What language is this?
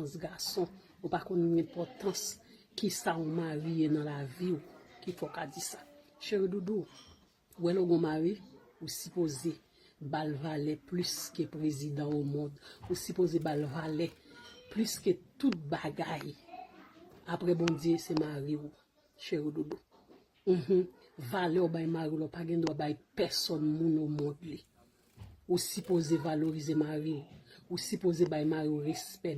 Haitian Creole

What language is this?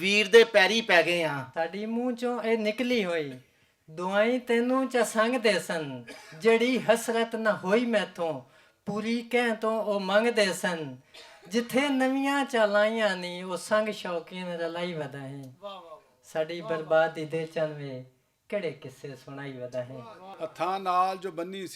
Western Panjabi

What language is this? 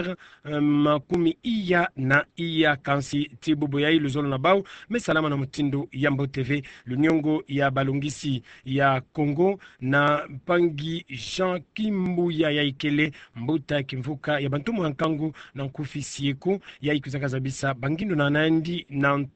Kituba (Democratic Republic of Congo)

